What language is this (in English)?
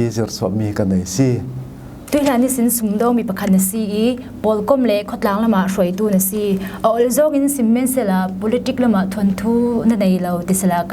Falam Chin